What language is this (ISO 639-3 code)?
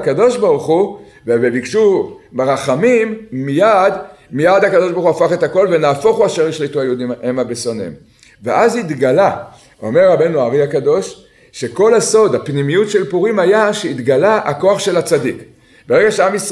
heb